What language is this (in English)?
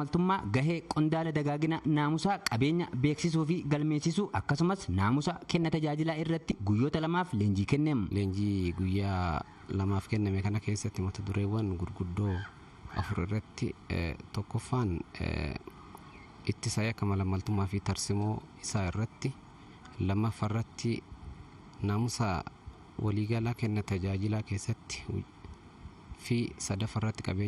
Oromo